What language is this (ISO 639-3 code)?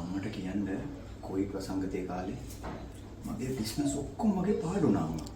sin